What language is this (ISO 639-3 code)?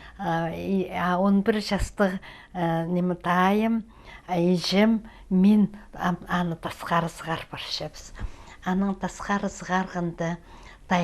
kjh